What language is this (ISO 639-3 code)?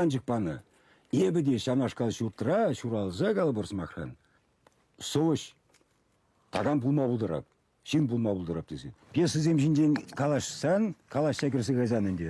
chv